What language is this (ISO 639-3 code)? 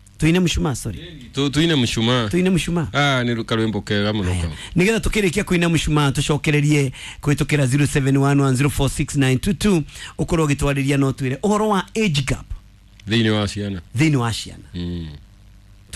kik